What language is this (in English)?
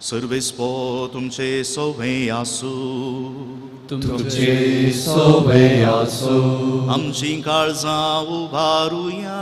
Konkani